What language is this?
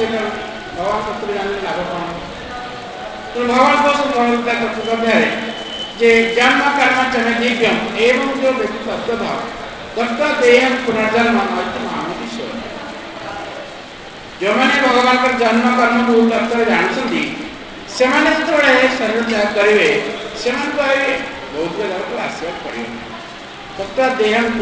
Odia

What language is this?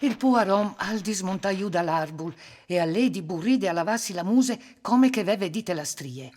Friulian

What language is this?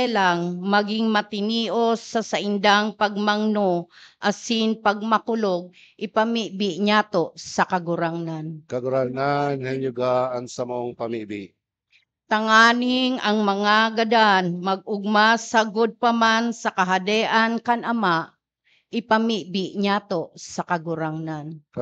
Bikol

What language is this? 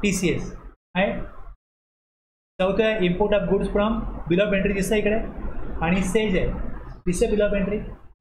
Marathi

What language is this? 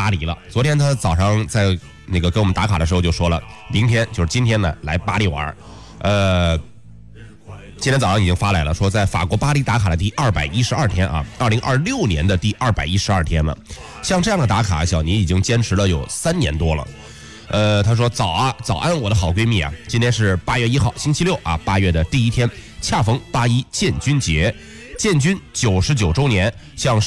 Chinese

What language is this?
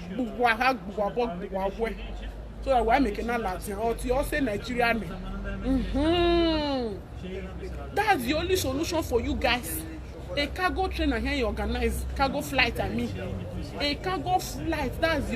Nigerian Pidgin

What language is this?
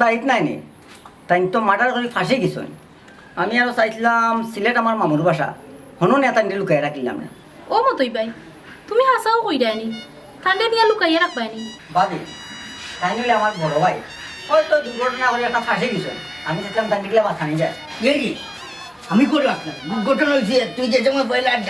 Sylheti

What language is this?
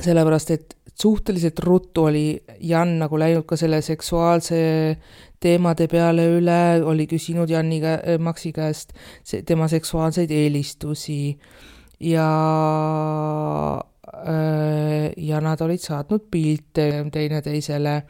Estonian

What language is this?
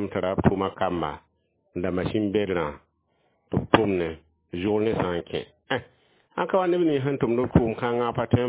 Mossi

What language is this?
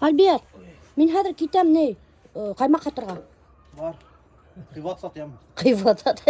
Bashkir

